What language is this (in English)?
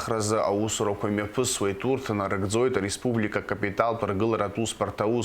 Abkhazian